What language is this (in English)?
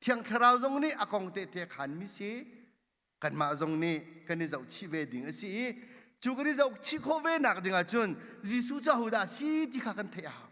Hakha Chin